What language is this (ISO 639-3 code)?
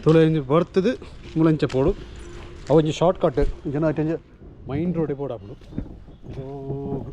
tcy